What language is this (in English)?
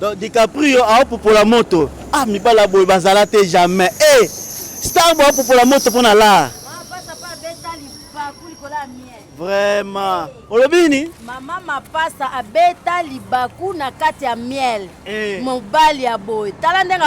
Lingala